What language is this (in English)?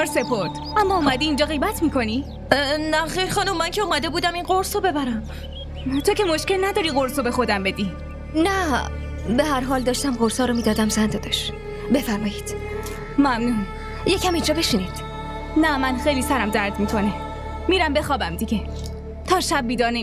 Persian